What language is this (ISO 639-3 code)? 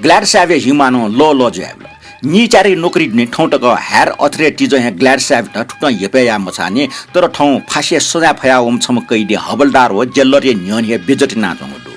new